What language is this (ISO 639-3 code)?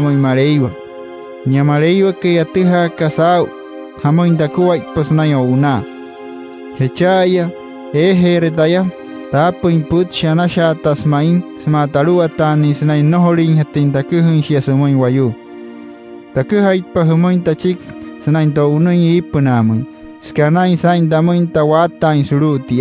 guc